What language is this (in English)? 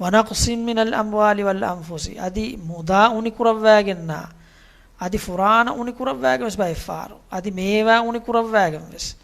Divehi